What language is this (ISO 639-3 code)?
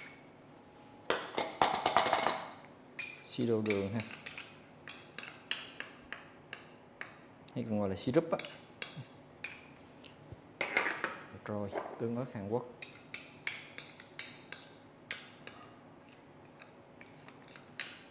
vie